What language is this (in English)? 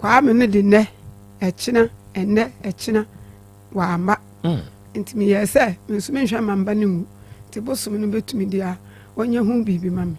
Akan